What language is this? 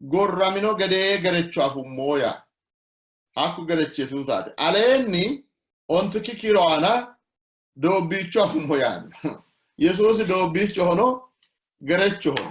Sidamo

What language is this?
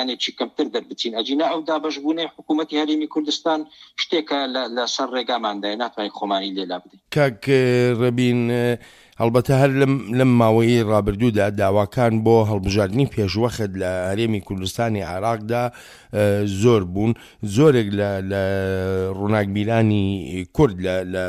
Central Kurdish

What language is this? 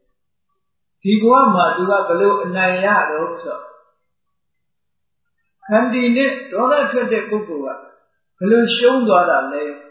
Burmese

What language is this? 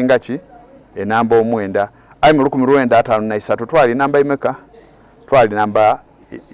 Soga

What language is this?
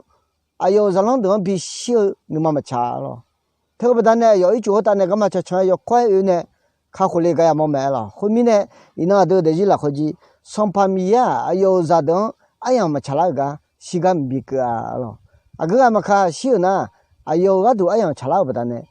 Akha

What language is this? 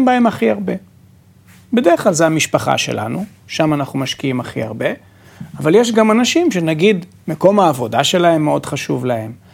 Hebrew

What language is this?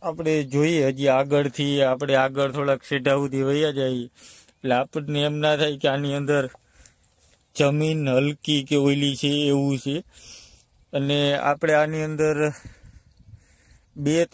Gujarati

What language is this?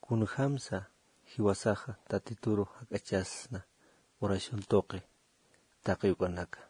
Aymara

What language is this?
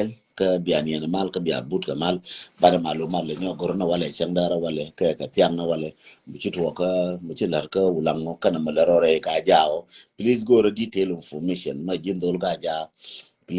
Nuer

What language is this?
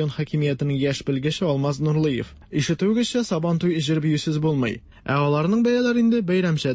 Tatar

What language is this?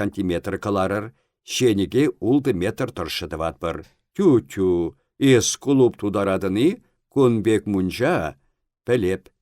Chuvash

